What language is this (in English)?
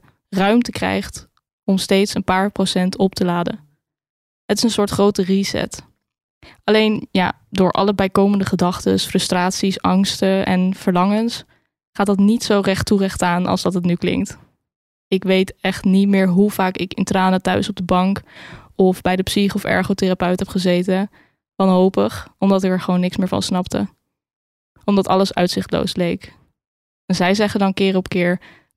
Dutch